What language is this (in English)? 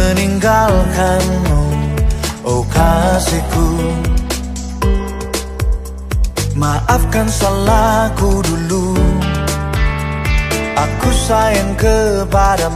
Indonesian